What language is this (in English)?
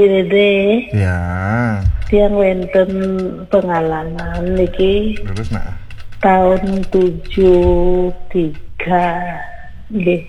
Balinese